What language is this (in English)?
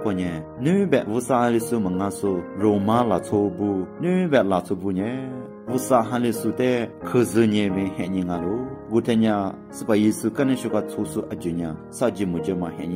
Lisu